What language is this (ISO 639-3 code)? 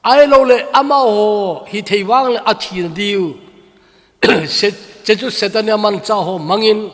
tcz